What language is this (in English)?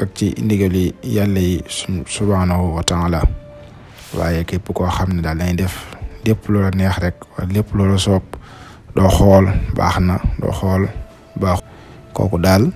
Wolof